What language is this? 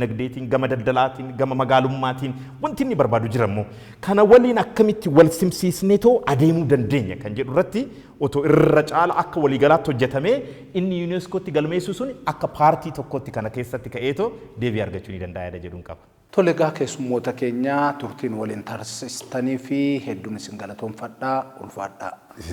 Oromo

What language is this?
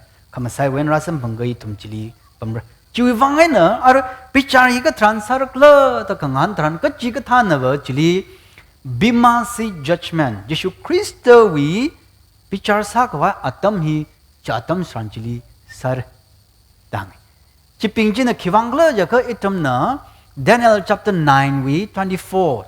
Tangkhul Naga (India)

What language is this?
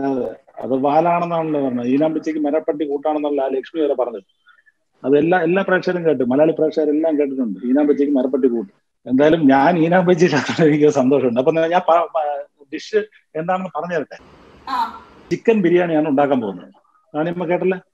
Malayalam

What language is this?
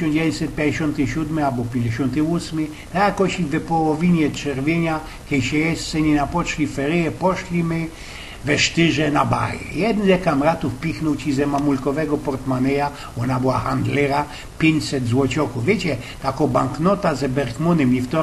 Silesian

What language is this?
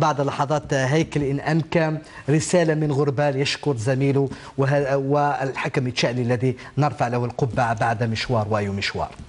Arabic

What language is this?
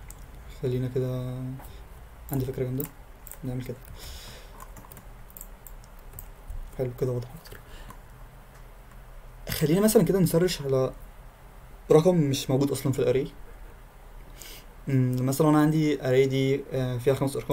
Egyptian Arabic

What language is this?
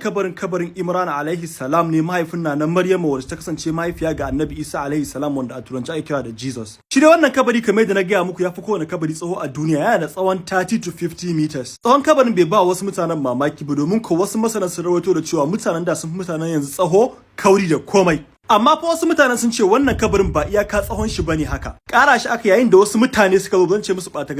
Hausa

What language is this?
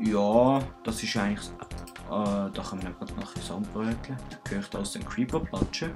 Swiss German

